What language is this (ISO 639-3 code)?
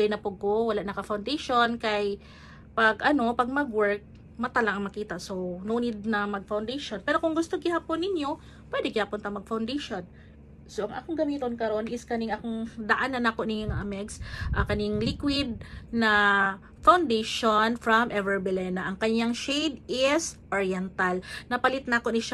ceb